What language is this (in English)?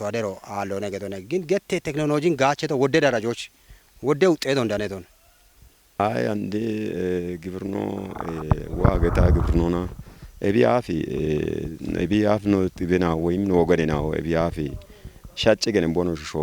Kafa